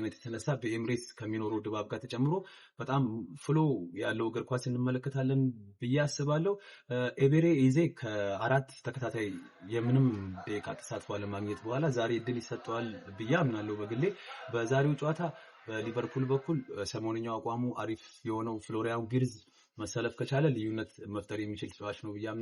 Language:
Amharic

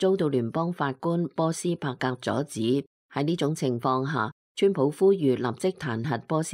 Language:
Cantonese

